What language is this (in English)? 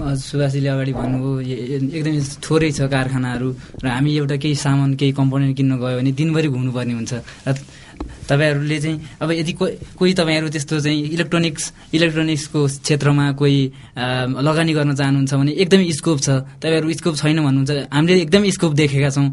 Nepali